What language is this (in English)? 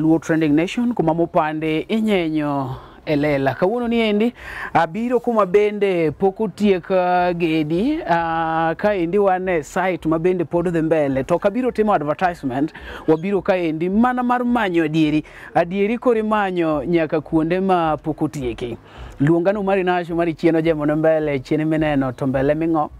Luo (Kenya and Tanzania)